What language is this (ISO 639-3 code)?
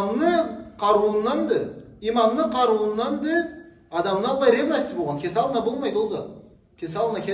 krc